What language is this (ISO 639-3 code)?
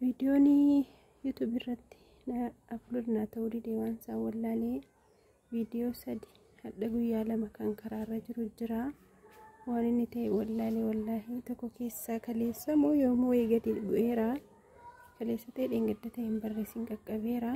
orm